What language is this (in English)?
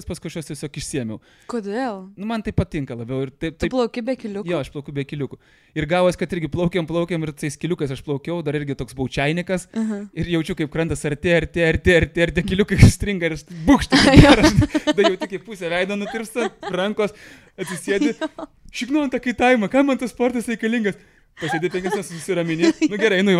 Lithuanian